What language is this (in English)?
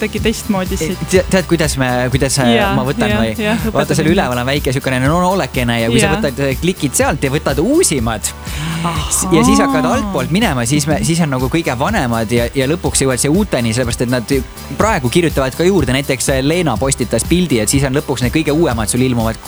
Estonian